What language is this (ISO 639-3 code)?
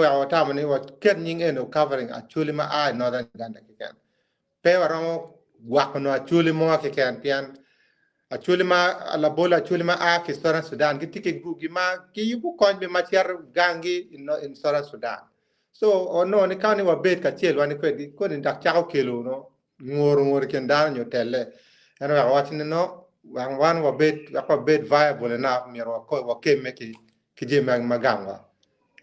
ach